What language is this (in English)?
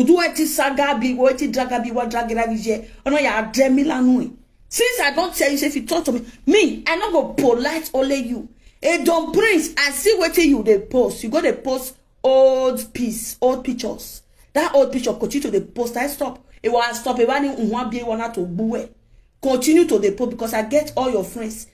Nigerian Pidgin